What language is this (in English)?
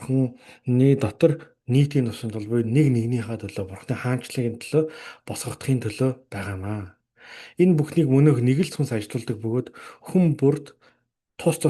Mongolian